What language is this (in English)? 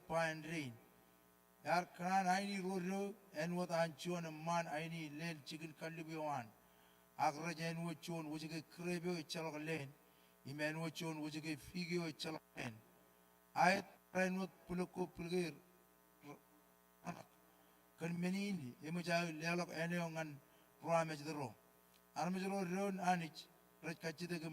Marshallese